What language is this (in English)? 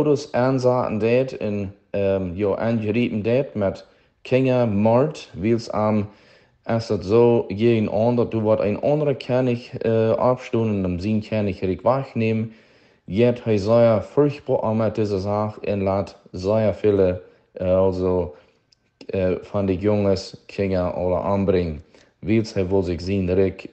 Plautdietsch